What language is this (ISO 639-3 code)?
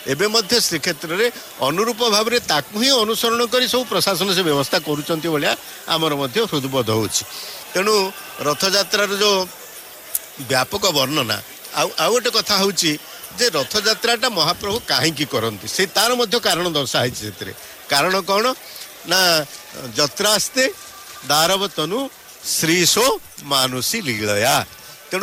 ori